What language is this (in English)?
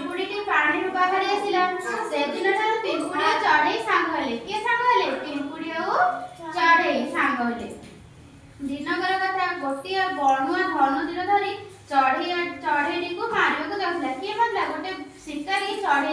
Odia